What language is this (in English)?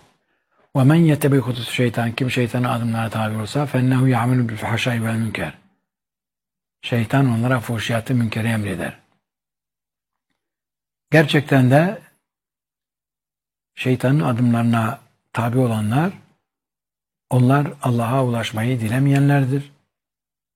Turkish